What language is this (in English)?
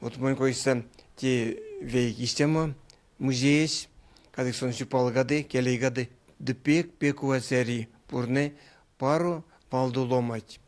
Erzya